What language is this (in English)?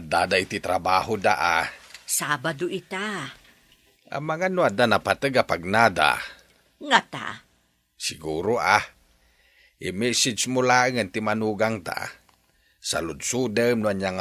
Iloko